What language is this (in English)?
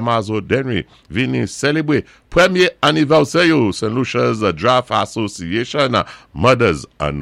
Saint Lucian Creole French